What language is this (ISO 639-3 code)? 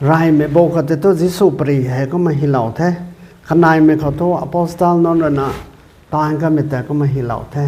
nbu